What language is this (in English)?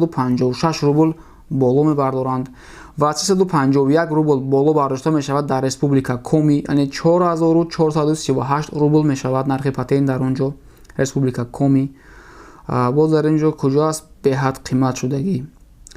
Tajik